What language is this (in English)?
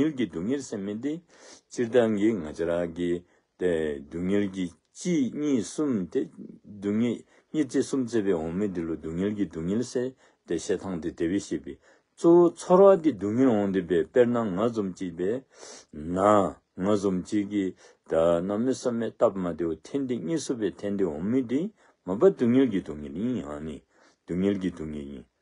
Dzongkha